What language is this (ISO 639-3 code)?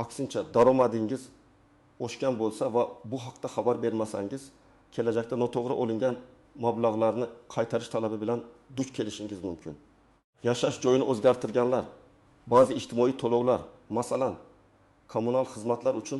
uzb